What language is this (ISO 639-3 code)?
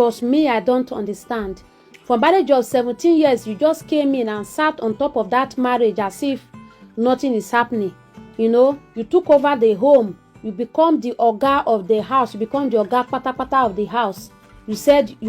pcm